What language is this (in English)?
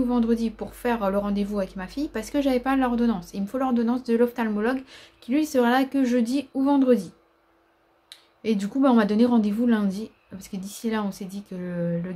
French